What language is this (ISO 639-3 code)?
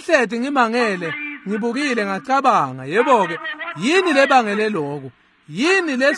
ssw